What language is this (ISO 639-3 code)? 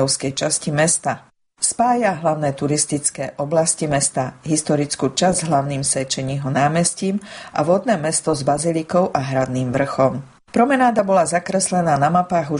slk